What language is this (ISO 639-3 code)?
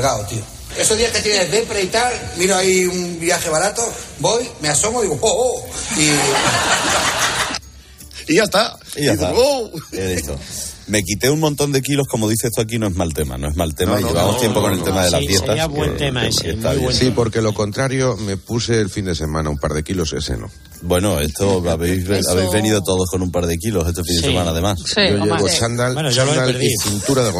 spa